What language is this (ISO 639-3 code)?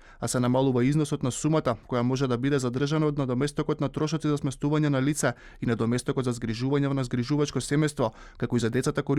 mkd